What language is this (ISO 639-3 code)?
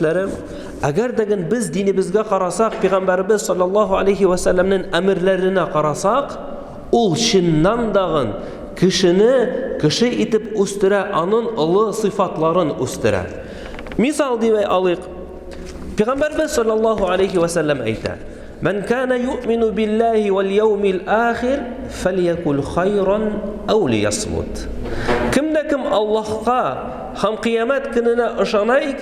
tat